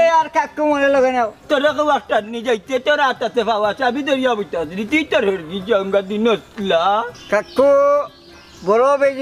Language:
Sylheti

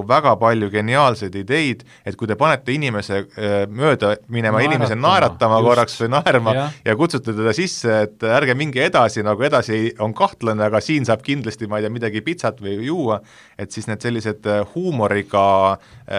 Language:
Estonian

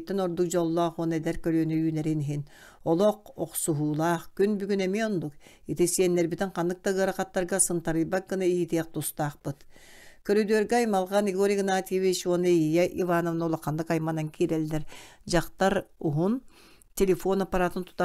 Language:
Yakut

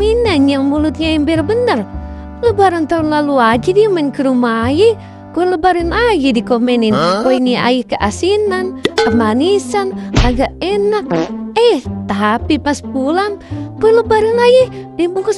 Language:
Betawi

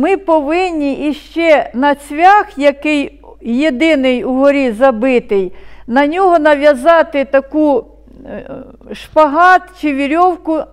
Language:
Ukrainian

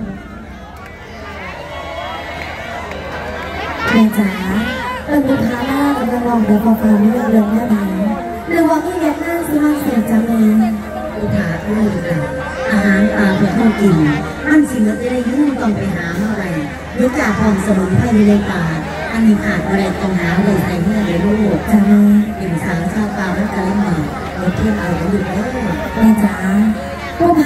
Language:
Thai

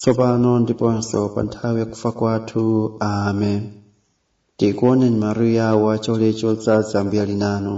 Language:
Nyanja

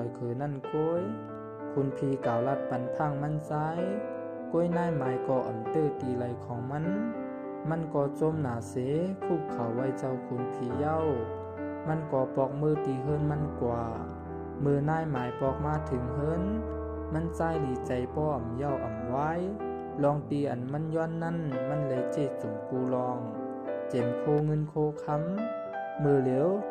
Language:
Shan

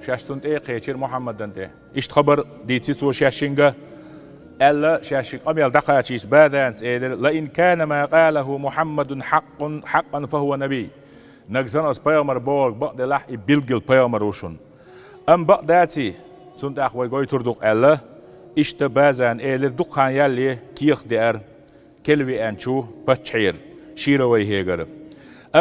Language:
Chechen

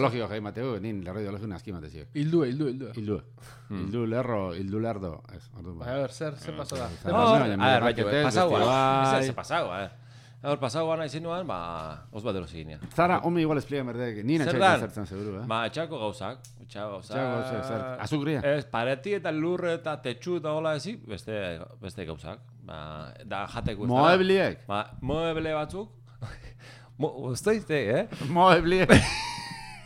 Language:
Basque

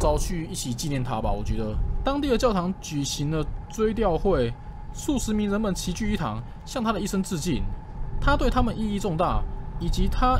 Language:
Chinese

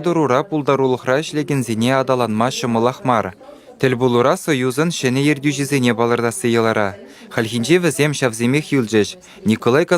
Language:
Chuvash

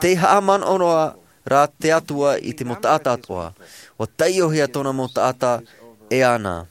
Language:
Tahitian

